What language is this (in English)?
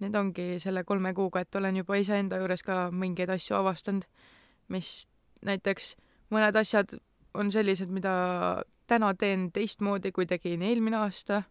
Estonian